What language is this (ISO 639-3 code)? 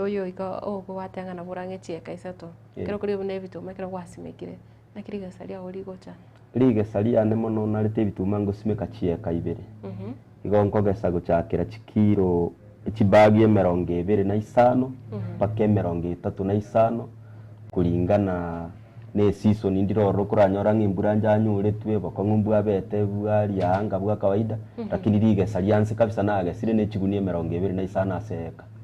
guz